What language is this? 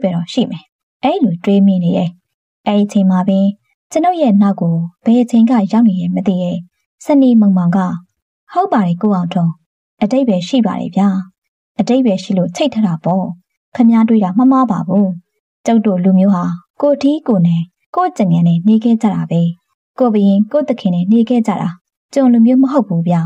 Burmese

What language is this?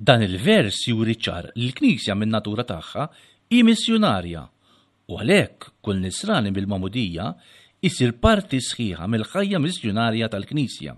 Maltese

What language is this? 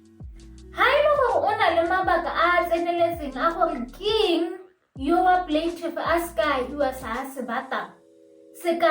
Tswana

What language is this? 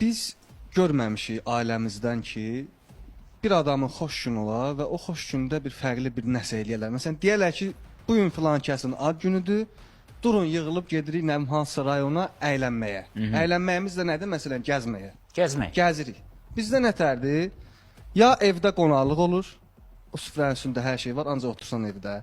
Azerbaijani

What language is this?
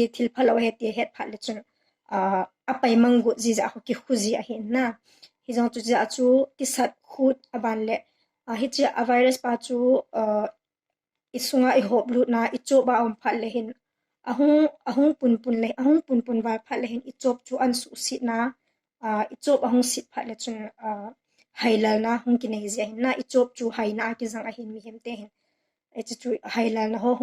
Thado Chin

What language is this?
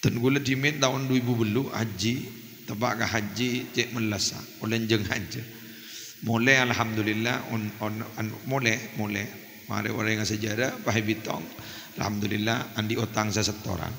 Madurese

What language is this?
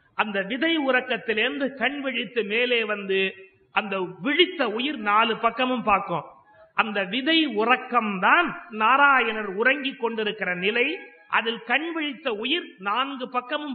Tamil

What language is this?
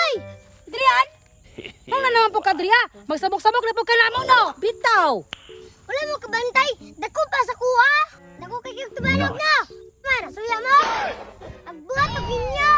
Cebuano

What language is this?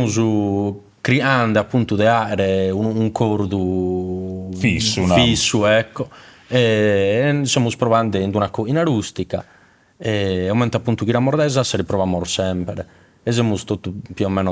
Sardinian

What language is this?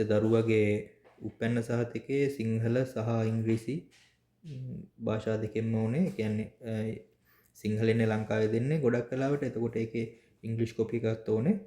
Sinhala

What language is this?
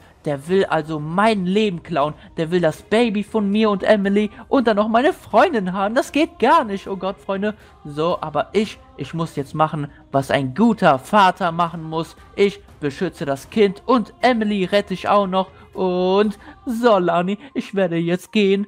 German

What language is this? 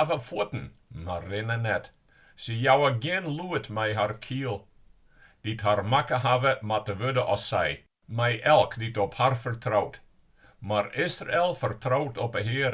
Western Frisian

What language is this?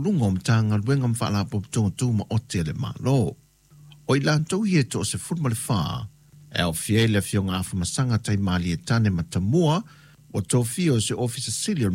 Samoan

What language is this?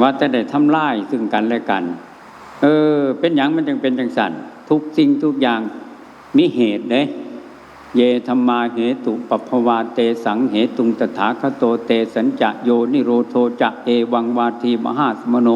Northeastern Thai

